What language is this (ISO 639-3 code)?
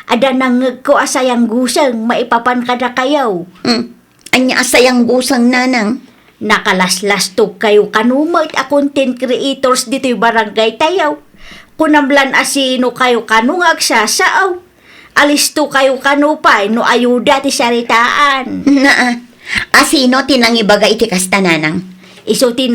ilo